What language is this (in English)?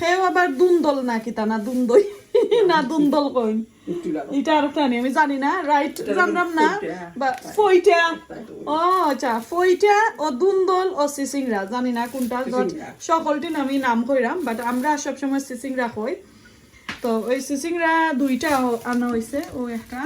Sylheti